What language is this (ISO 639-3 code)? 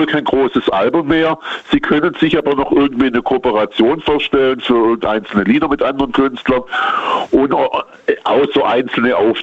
deu